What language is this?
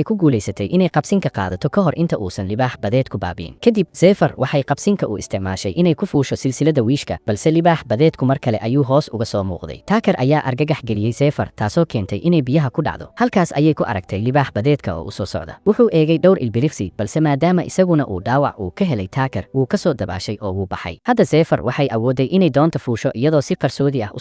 Somali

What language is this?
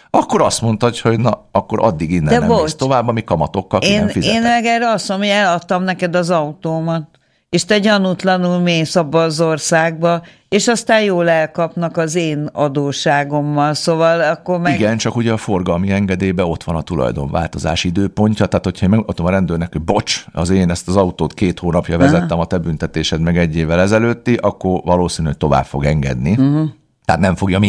Hungarian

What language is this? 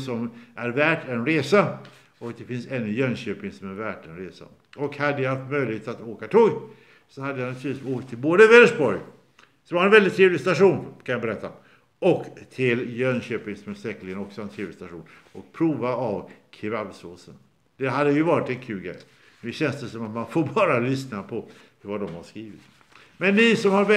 Swedish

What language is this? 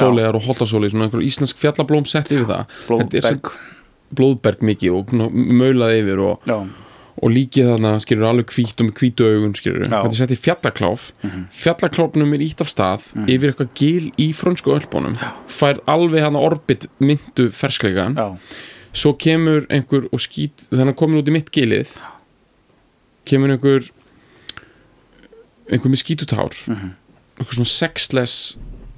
Icelandic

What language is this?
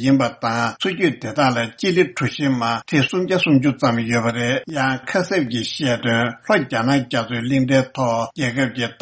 Tibetan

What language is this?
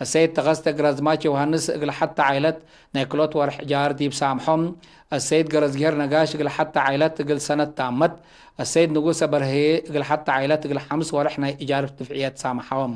Tigre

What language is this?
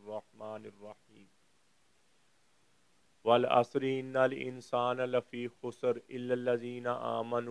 Urdu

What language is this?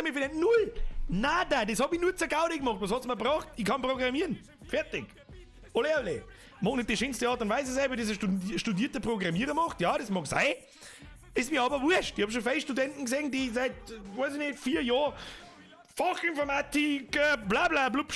Bavarian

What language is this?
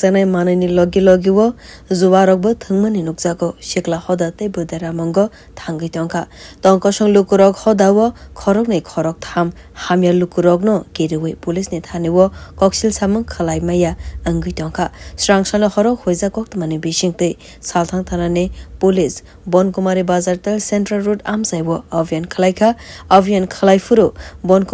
Kok Borok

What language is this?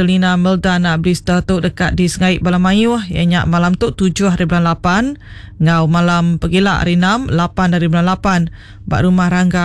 Iban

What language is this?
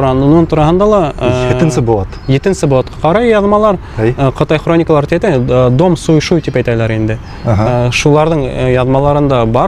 Bashkir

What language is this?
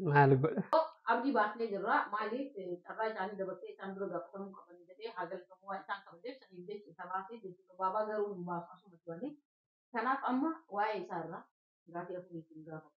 Oromo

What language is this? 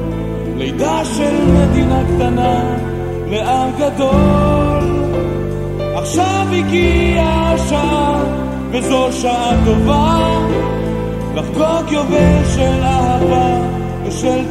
Hebrew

